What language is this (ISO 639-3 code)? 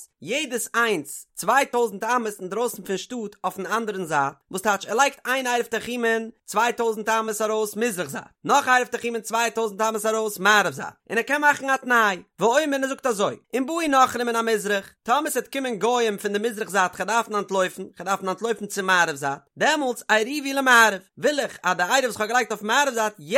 yid